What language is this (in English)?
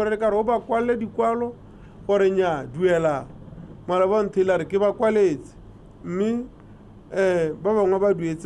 Tswana